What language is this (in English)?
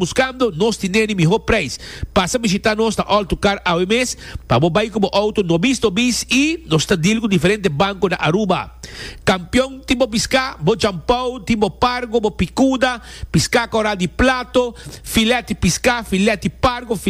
Papiamento